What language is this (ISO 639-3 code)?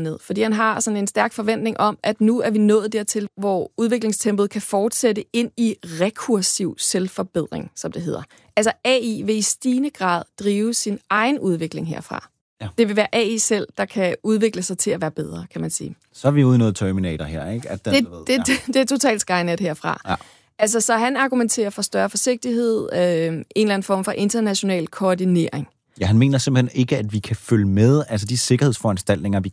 dan